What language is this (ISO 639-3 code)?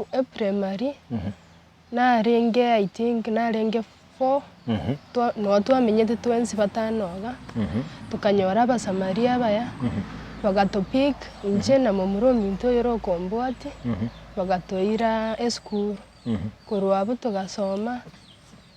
guz